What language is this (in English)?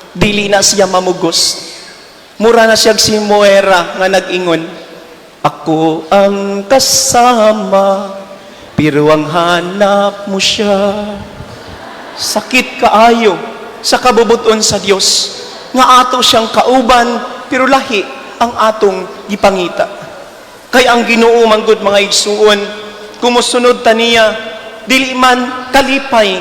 Cebuano